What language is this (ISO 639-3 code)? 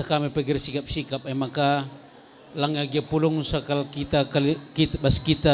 btx